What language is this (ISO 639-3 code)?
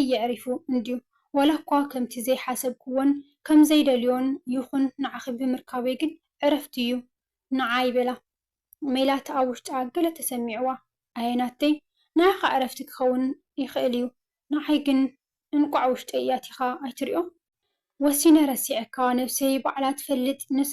tir